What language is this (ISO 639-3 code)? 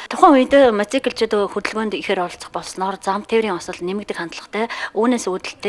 mon